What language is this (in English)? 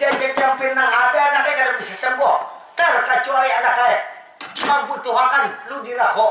Banjar